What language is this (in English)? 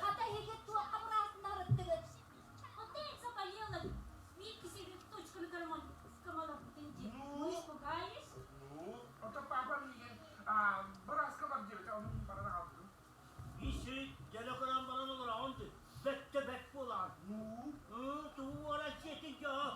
Yakut